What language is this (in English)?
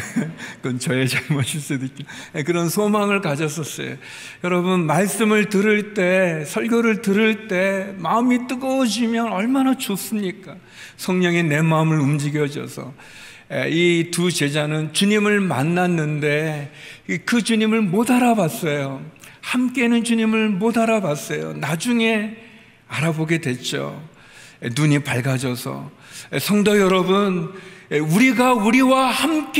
Korean